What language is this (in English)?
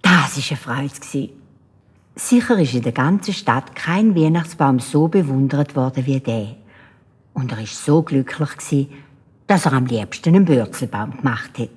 Swiss German